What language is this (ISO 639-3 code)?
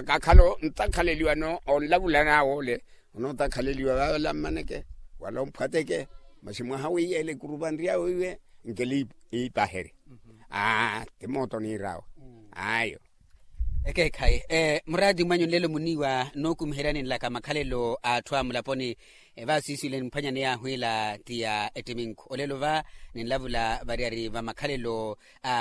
vmw